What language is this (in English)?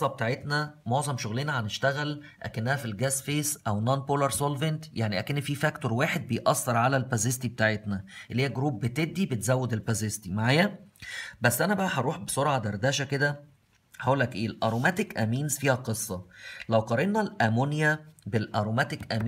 Egyptian Arabic